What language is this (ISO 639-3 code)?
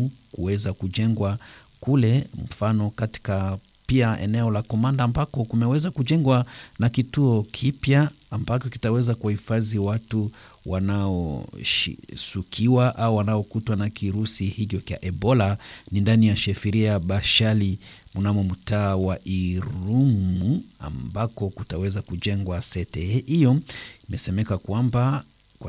swa